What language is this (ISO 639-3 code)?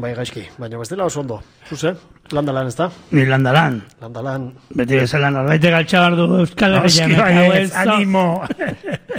eus